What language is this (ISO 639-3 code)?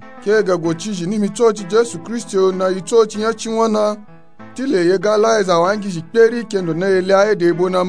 nup